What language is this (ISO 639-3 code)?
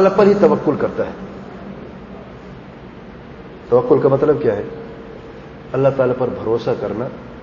urd